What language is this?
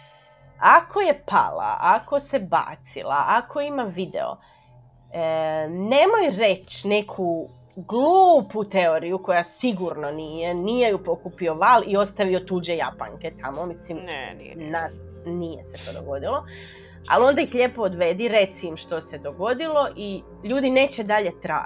Croatian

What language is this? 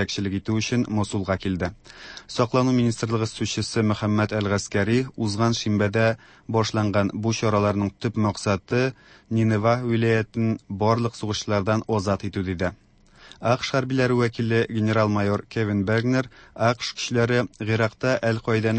Tatar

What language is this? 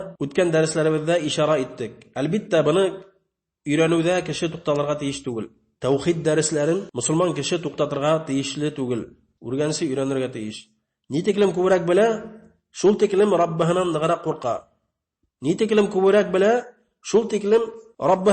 Bashkir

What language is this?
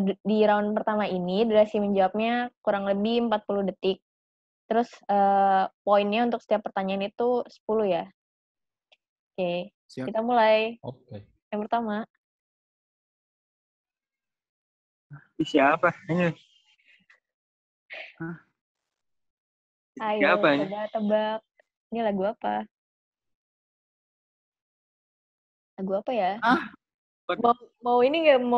Indonesian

